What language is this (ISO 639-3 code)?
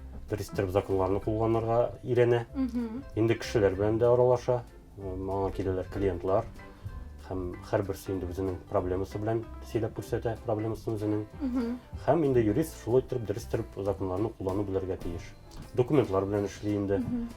tat